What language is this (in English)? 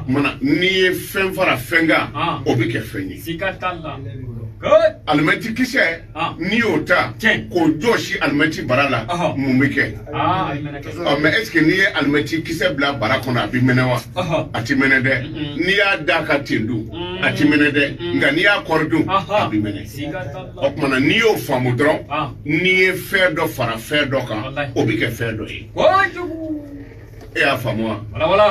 Bambara